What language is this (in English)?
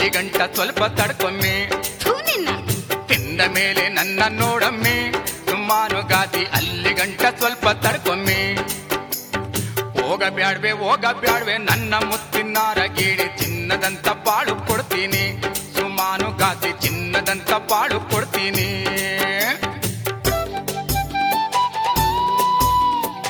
Kannada